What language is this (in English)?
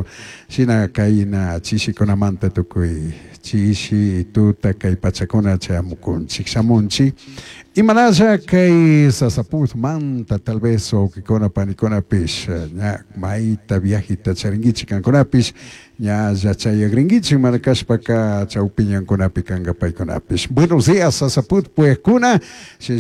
Chimborazo Highland Quichua